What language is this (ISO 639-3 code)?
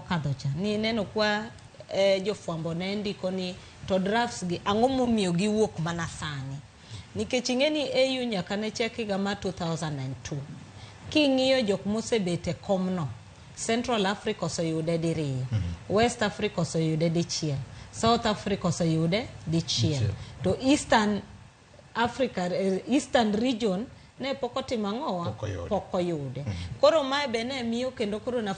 luo